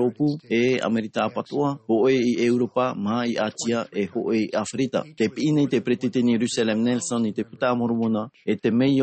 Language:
Tahitian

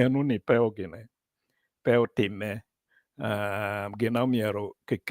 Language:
Acoli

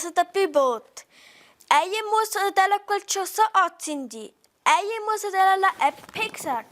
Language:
Romansh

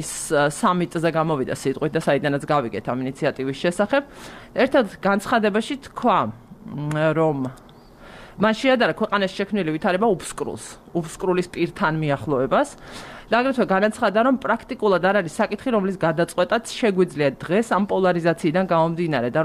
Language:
Georgian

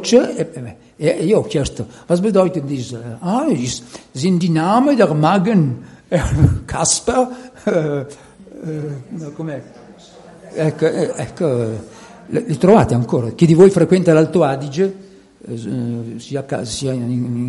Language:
Italian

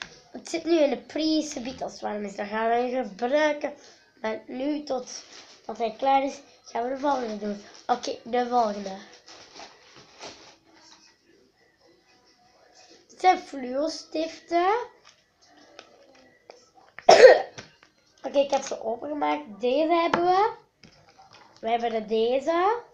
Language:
Dutch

